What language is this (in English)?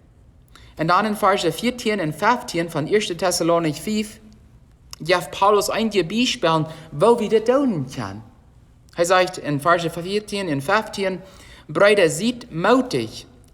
Plautdietsch